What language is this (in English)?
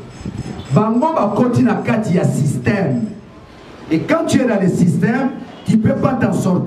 Lingala